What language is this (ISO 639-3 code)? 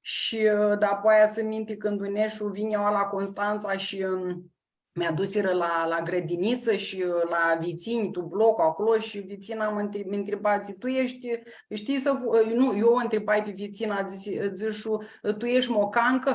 rup